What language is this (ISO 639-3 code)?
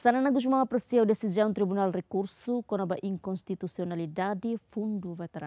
tet